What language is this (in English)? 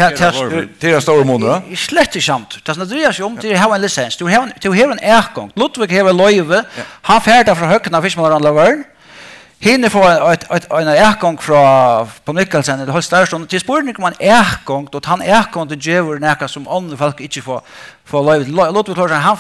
Faroese